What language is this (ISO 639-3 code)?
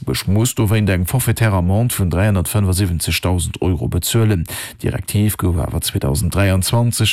ltz